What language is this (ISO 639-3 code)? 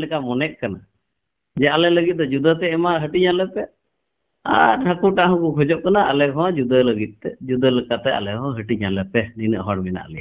sat